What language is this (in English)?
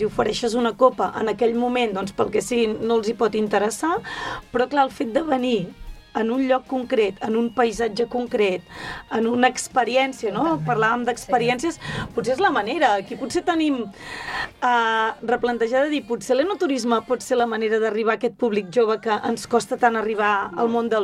Catalan